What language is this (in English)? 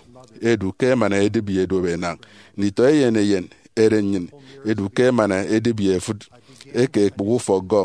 Efik